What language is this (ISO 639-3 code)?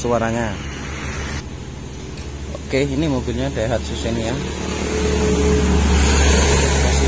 ind